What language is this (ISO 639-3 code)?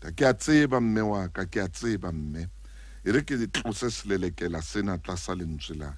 sot